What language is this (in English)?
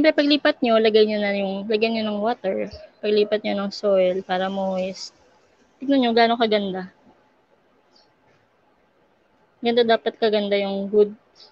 Filipino